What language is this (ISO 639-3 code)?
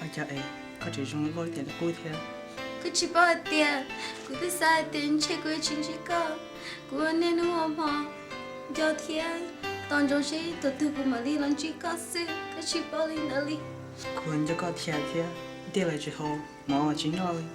hmn